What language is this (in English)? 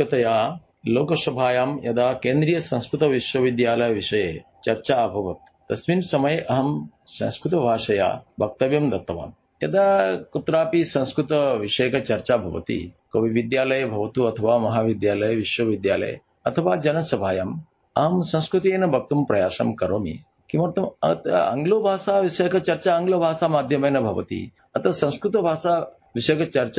Sanskrit